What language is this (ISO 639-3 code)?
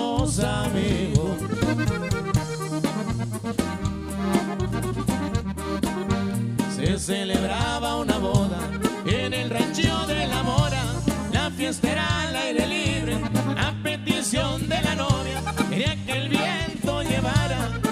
spa